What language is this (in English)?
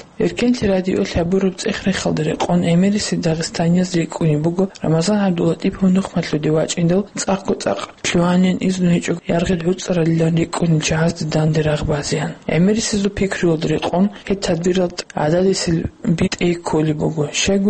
Avaric